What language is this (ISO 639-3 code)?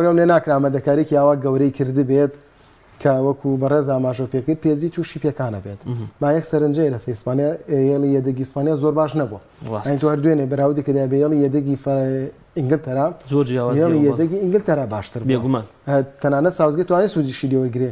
ckb